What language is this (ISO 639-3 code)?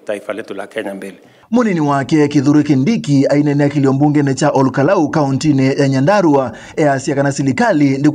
kam